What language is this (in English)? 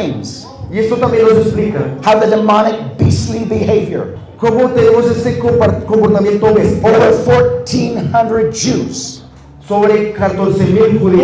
Spanish